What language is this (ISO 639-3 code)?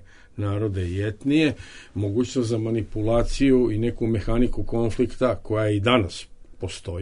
bos